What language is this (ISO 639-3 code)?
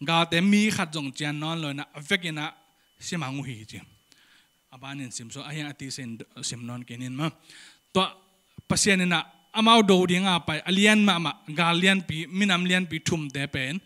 ctd